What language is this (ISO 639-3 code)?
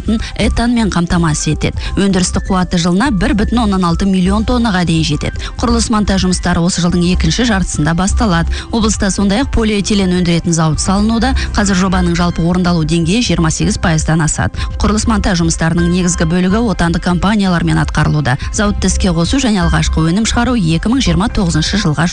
kaz